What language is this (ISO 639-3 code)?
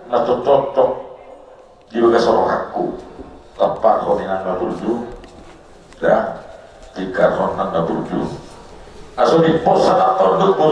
bbc